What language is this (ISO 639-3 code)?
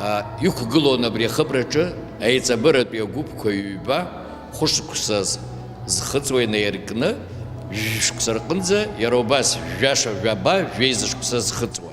abk